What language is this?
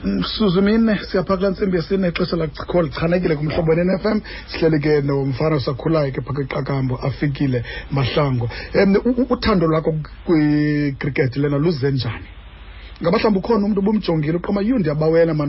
Xhosa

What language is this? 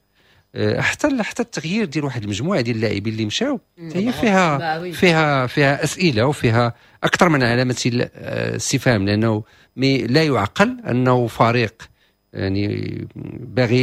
Moroccan Arabic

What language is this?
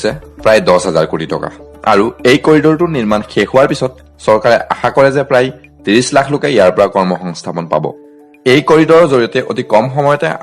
Assamese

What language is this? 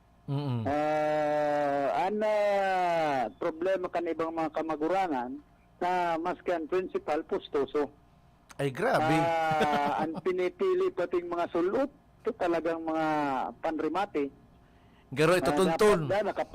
Bikol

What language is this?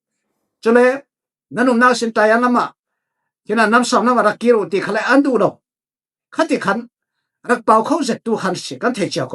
Falam Chin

